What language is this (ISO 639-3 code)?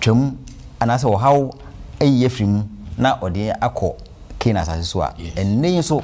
aka